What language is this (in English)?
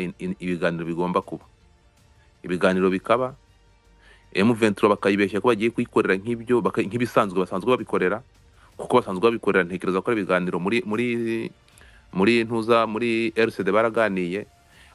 Kinyarwanda